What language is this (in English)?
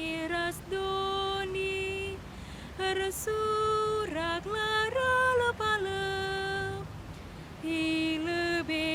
Batak Karo